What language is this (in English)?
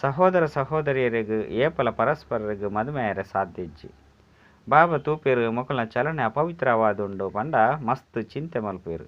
Tulu